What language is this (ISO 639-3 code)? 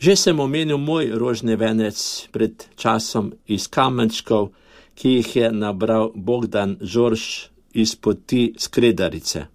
slv